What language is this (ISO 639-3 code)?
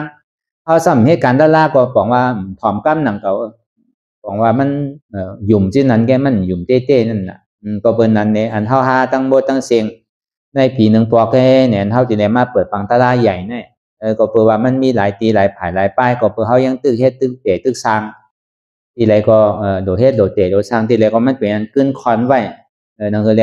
shn